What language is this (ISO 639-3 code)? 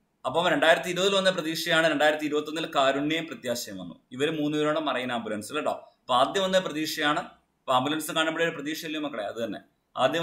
mal